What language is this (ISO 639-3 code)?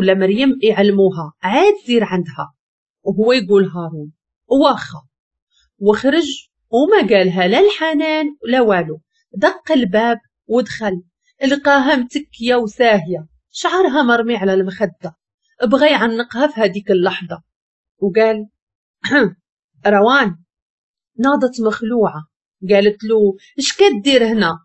ary